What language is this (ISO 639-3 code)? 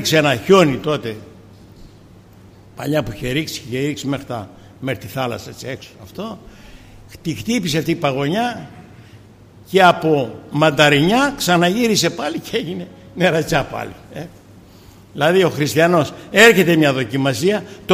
ell